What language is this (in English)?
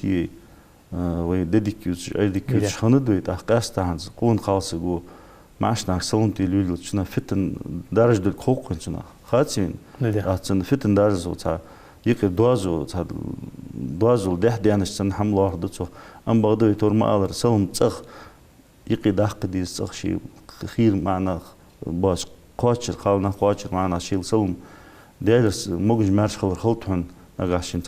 Ingush